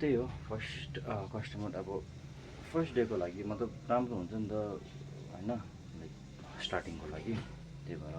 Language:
Nepali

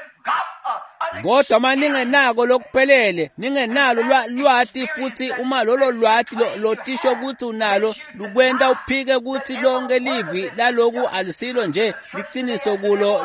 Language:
Swati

